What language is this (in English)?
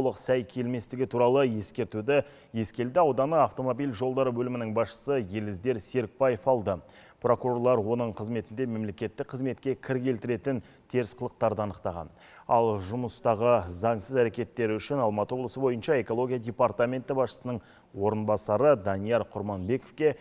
Kazakh